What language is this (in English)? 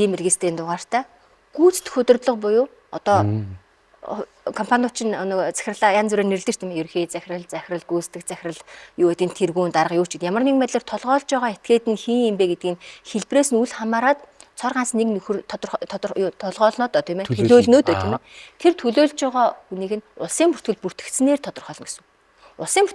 Mongolian